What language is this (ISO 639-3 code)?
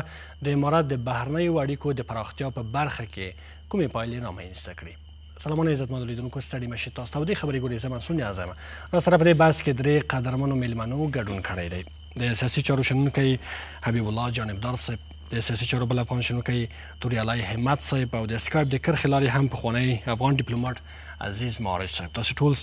pus